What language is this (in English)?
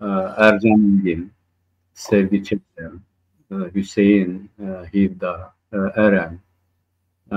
Zaza